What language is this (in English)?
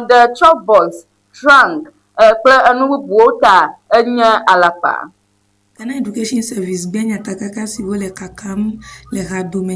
Ewe